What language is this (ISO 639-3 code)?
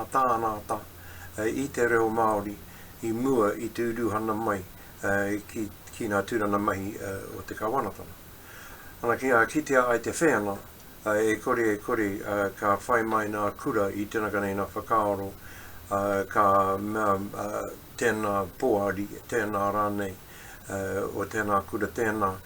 mri